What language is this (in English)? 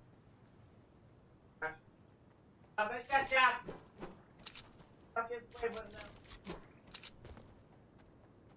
Romanian